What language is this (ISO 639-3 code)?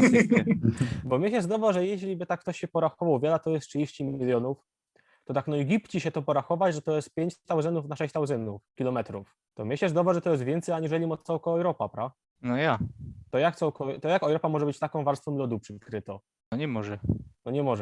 szl